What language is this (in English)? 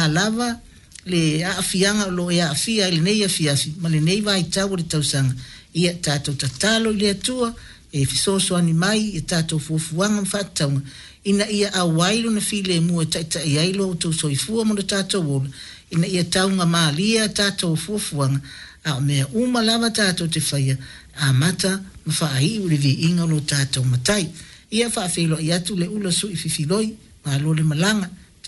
Samoan